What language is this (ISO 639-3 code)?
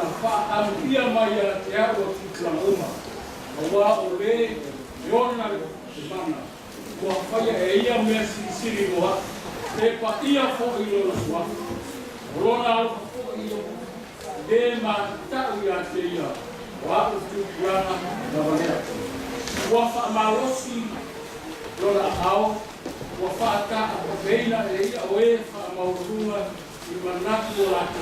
smo